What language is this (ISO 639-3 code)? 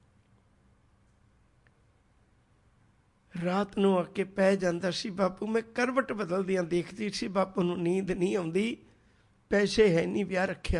pan